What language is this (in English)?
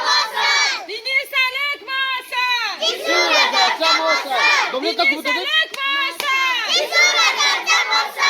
Riang (India)